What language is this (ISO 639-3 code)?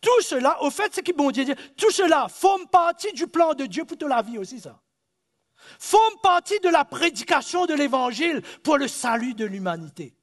mfe